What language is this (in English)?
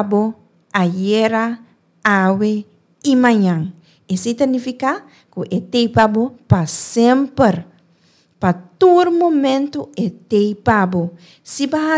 Papiamento